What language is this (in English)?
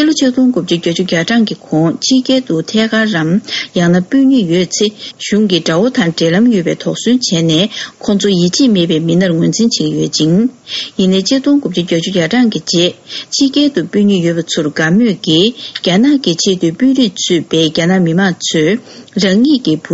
Tibetan